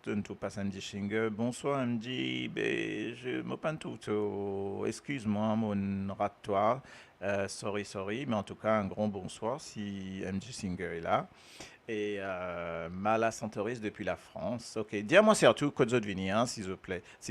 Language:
Morisyen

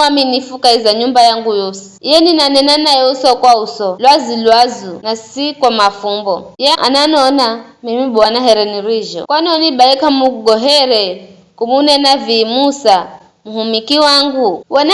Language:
Giryama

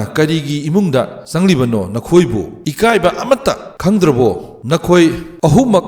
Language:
Manipuri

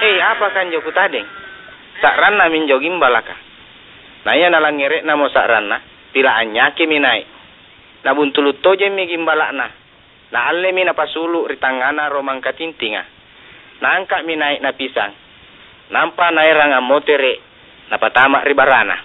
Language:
Makasar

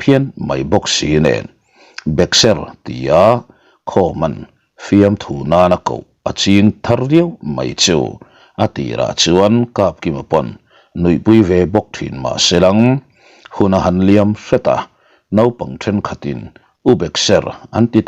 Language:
Mizo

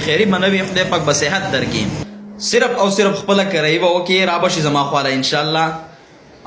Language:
Pashto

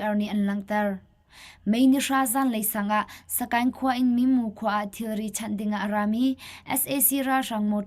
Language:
Hakha Chin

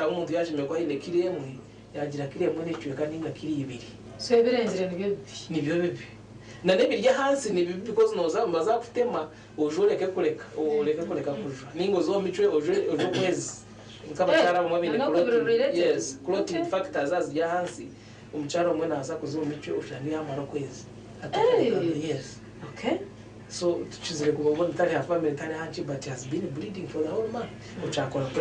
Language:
Nyankole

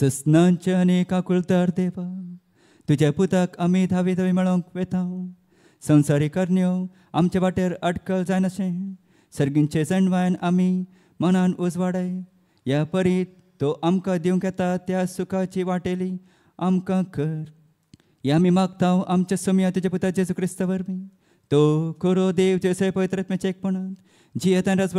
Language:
Konkani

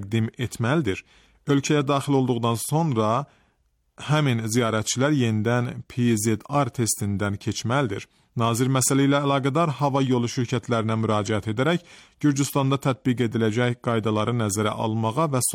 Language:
Azerbaijani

